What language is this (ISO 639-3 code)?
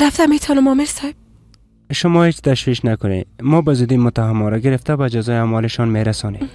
fas